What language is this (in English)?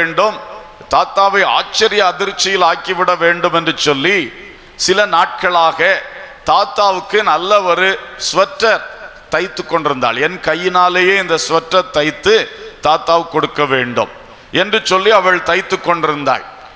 Tamil